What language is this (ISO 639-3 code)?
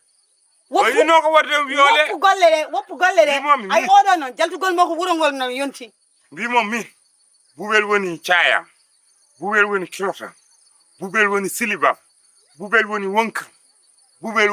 ful